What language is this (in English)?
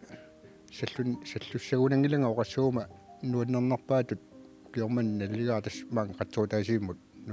Kalaallisut